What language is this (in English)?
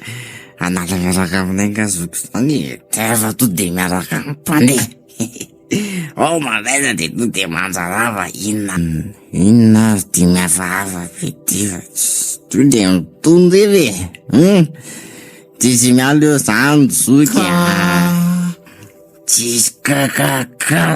Malagasy